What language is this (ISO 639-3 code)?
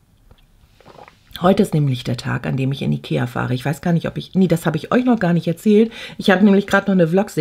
deu